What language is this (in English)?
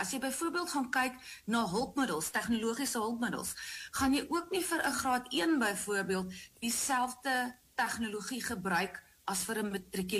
Afrikaans